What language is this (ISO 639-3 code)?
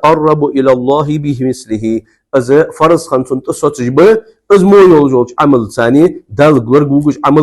inh